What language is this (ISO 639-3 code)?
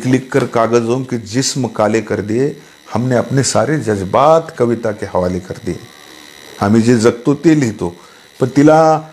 mar